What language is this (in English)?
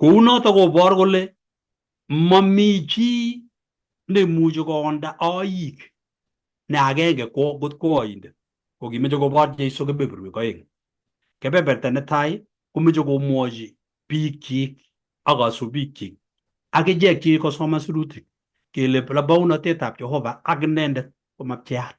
Kalenjin